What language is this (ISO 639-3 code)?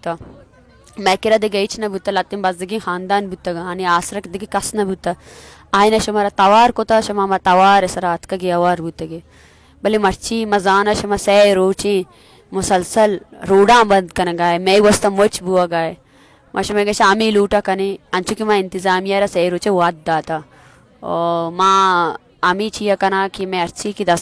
bal